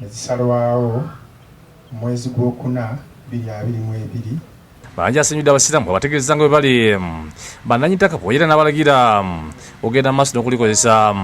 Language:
Ganda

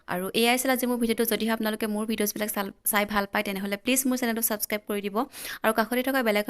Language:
Assamese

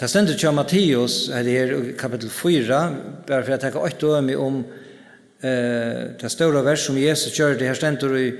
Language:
Faroese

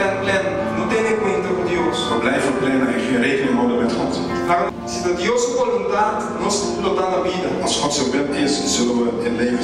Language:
Papiamento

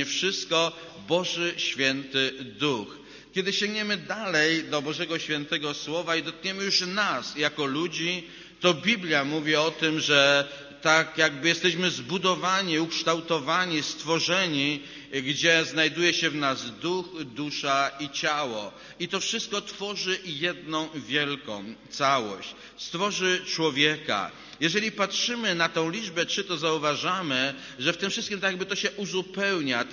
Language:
Polish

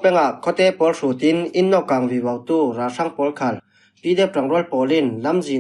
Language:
Falam Chin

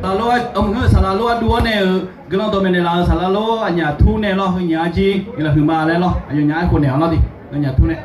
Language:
Akha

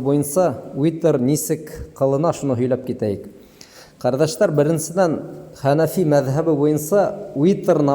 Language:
Bashkir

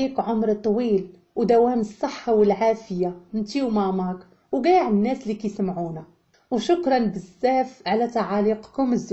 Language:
Moroccan Arabic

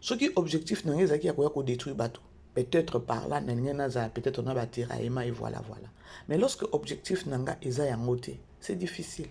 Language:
Lingala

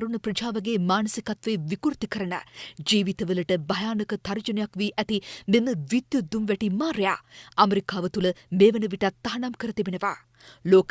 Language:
Sinhala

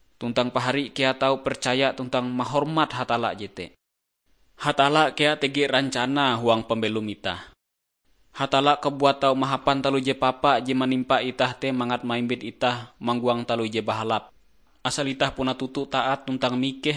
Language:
Ngaju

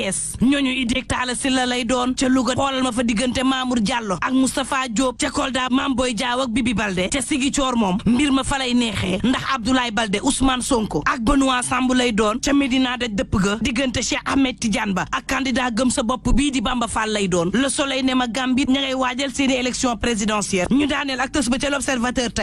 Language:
Wolof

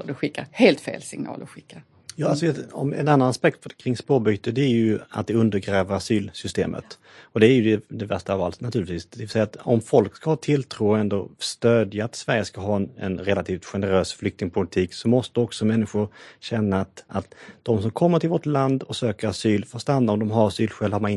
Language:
Swedish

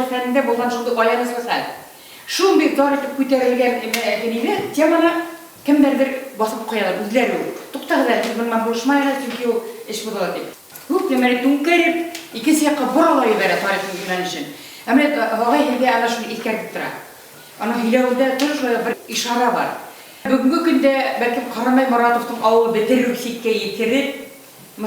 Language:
Bashkir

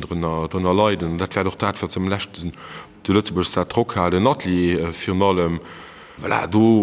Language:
Luxembourgish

